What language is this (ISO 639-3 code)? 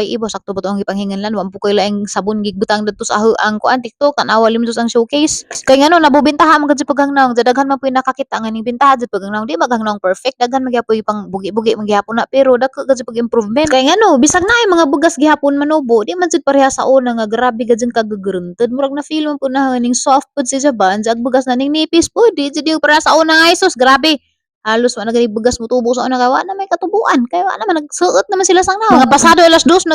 ceb